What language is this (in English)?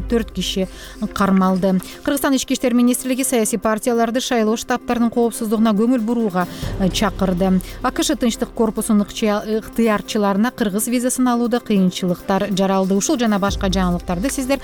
Kyrgyz